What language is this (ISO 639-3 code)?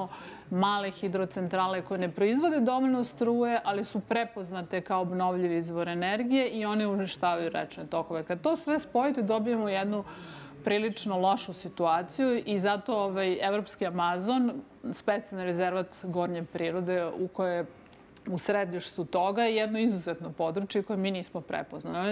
srp